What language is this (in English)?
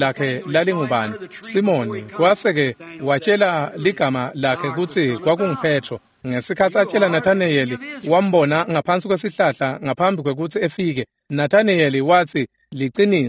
Swati